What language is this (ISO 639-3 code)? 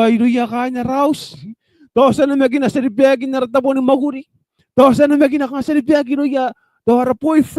gil